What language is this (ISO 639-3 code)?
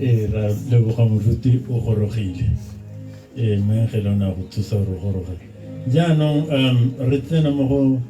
tsn